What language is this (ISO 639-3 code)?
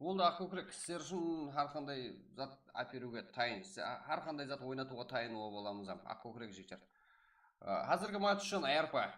kaa